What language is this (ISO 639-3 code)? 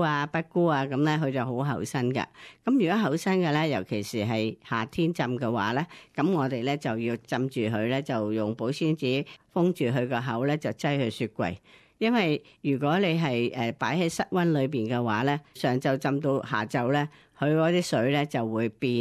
yue